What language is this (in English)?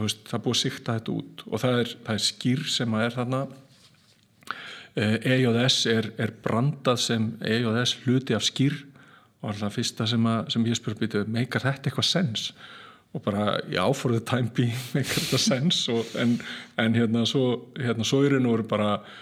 Icelandic